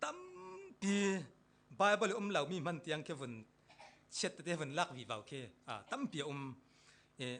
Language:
Falam Chin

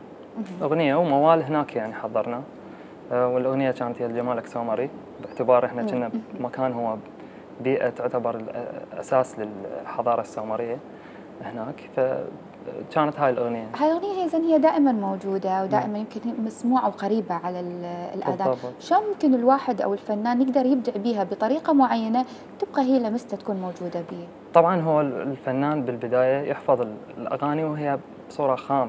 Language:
Mesopotamian Arabic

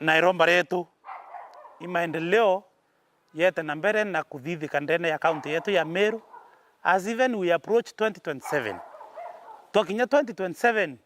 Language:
Meru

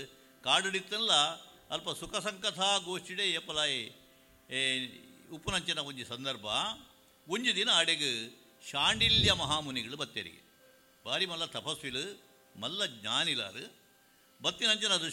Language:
Tulu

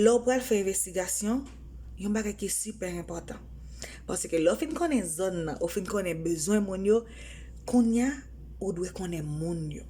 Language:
Haitian Creole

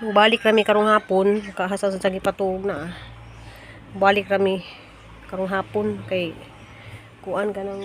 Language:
Cebuano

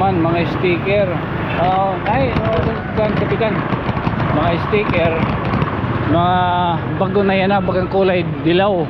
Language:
Waray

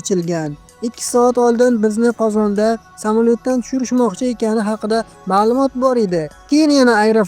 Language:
Uzbek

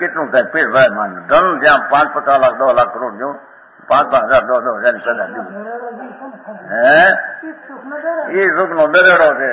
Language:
Gujarati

